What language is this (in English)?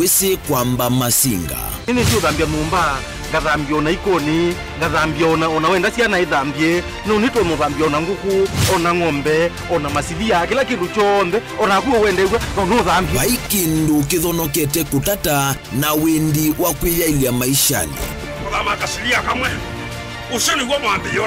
Kamba